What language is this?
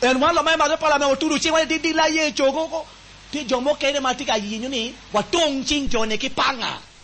Acoli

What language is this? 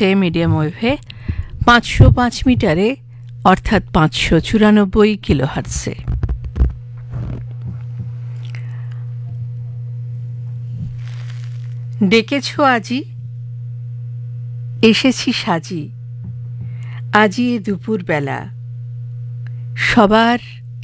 Bangla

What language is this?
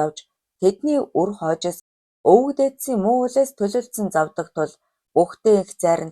Mongolian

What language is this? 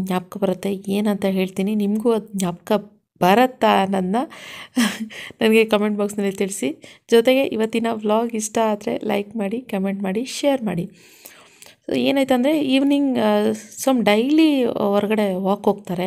Kannada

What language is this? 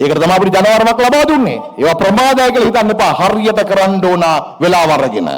Sinhala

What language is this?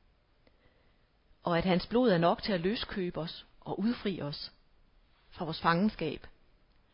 Danish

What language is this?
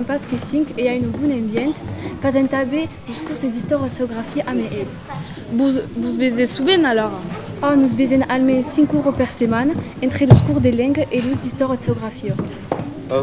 Occitan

